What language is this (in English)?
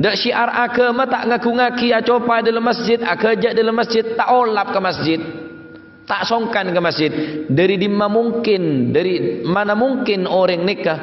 Madurese